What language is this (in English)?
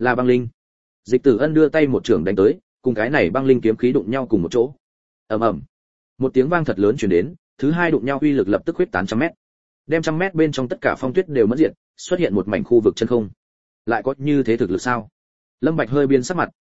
Vietnamese